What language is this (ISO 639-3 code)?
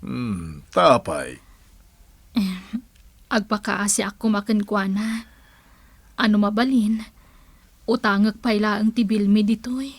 ilo